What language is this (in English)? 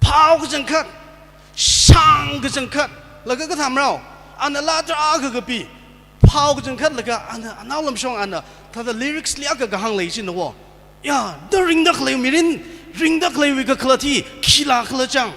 Tangkhul Naga (India)